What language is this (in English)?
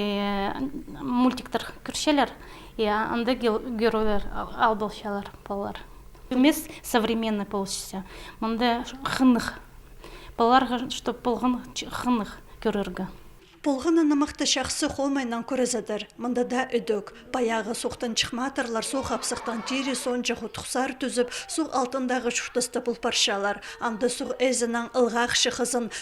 Khakas